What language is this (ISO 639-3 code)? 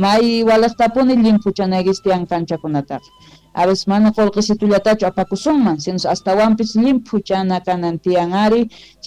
quh